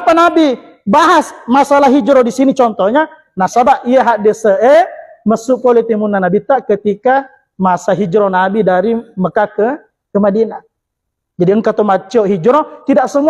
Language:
Buginese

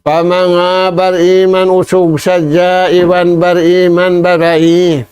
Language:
Tausug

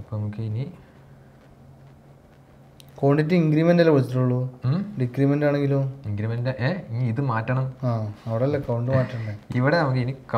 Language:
Malayalam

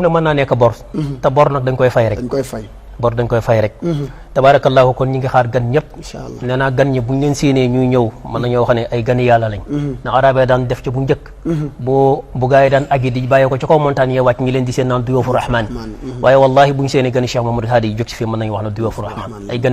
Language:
Wolof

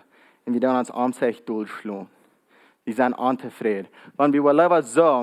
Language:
Plautdietsch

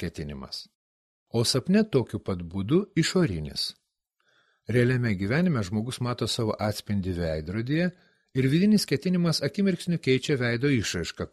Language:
Lithuanian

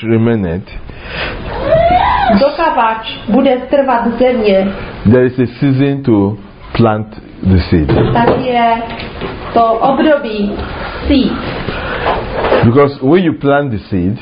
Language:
Czech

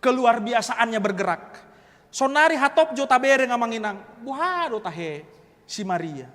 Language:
Batak Toba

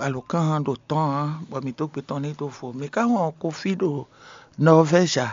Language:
Fon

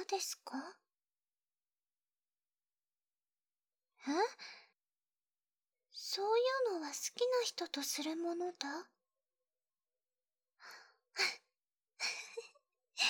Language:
Japanese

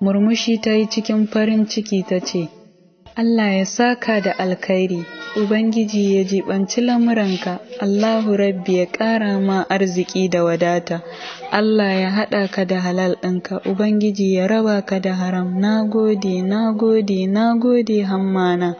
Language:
Hausa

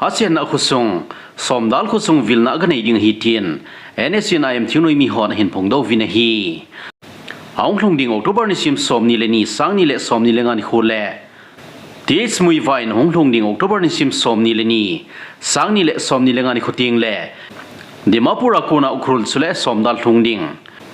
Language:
Thado Chin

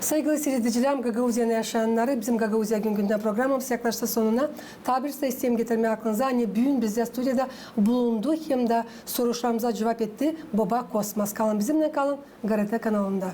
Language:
Gagauz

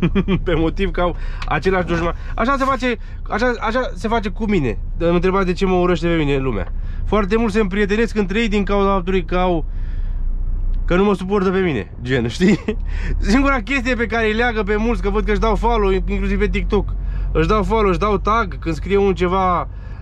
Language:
Romanian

